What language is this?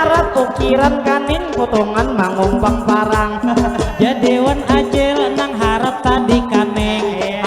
Banjar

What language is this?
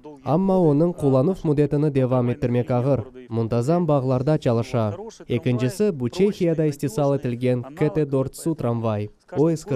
Crimean Tatar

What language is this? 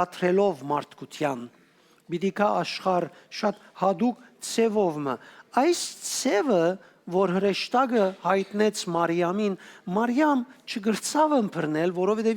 Western Armenian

